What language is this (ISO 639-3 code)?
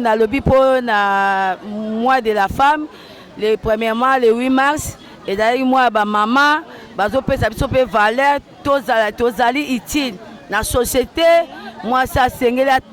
lin